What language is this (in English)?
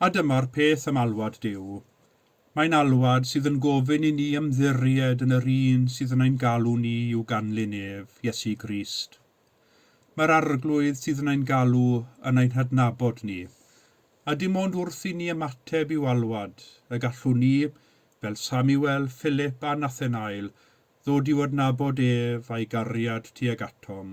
Welsh